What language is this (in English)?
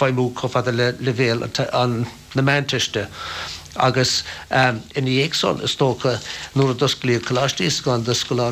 Irish